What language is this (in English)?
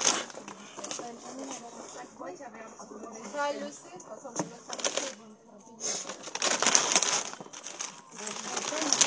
French